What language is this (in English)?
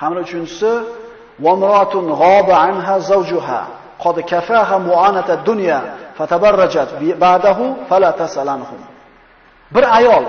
Uzbek